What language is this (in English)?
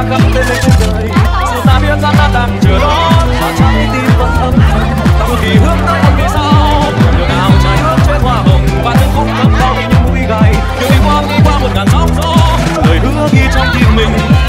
Vietnamese